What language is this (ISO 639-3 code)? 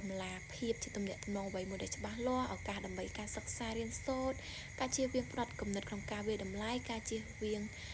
khm